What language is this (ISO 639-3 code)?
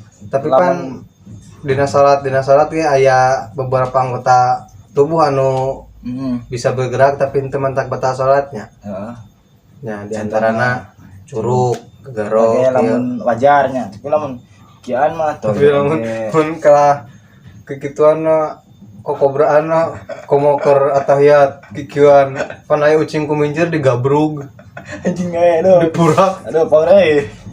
sun